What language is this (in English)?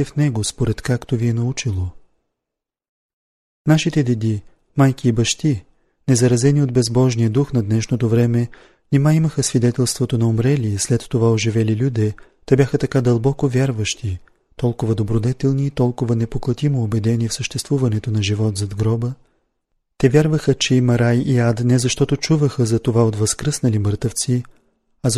Bulgarian